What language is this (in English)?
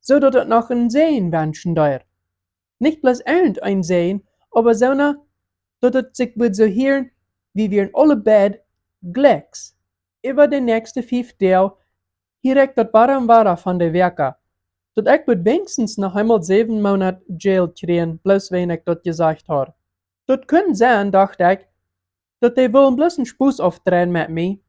Plautdietsch